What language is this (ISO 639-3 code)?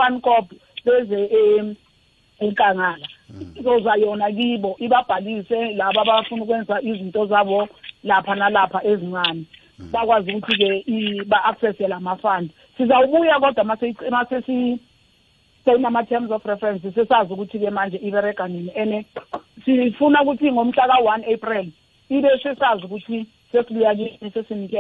nbl